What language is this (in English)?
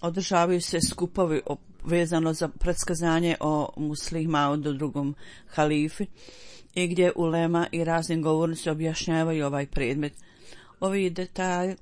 Bosnian